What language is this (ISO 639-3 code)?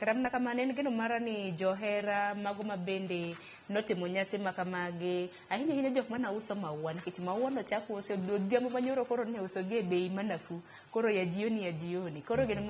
luo